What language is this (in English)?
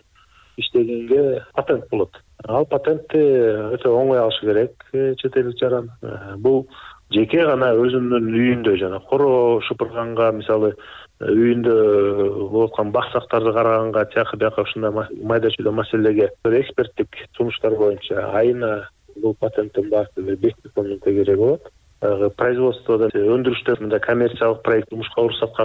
Kyrgyz